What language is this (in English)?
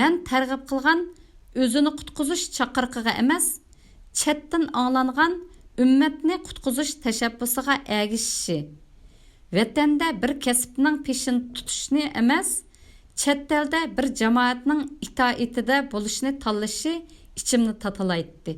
Uyghur